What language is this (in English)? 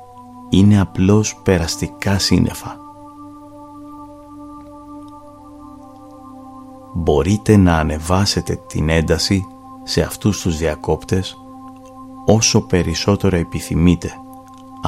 Greek